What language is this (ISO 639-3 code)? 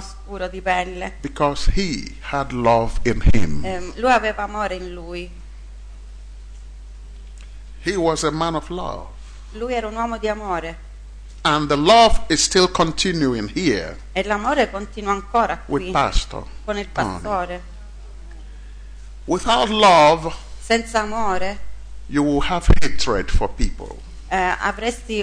ita